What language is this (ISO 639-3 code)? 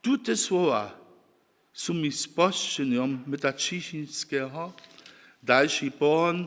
hsb